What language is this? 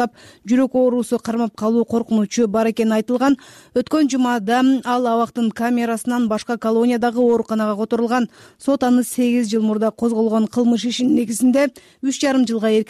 Kyrgyz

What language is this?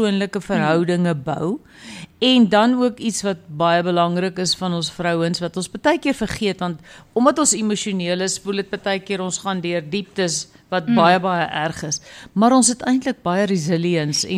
Afrikaans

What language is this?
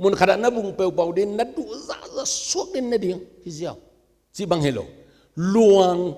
Tedim Chin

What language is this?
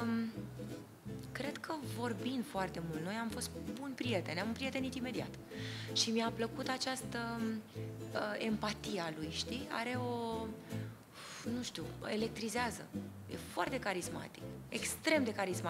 Romanian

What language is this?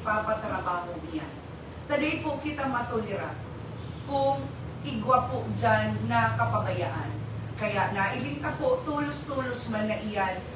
Bikol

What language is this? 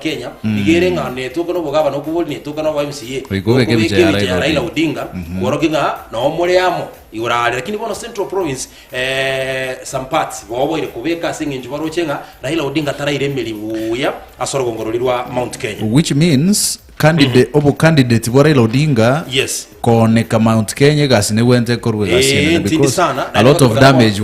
Gusii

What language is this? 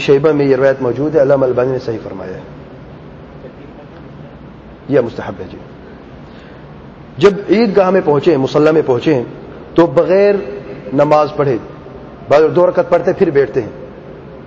Urdu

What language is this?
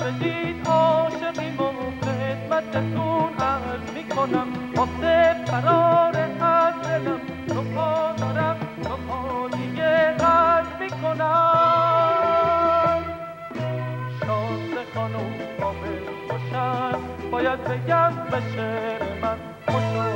Persian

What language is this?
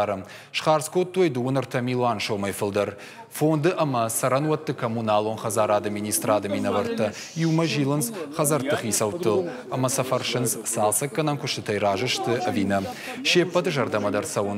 Ossetic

